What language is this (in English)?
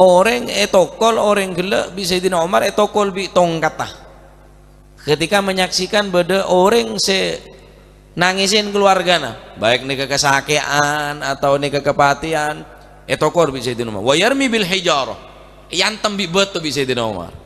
Madurese